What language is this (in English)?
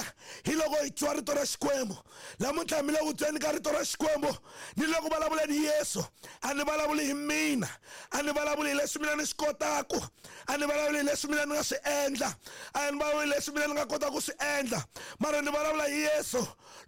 Tsonga